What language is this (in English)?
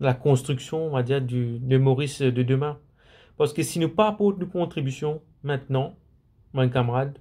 Morisyen